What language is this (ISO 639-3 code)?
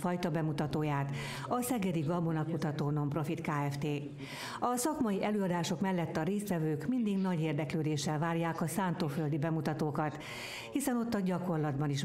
hun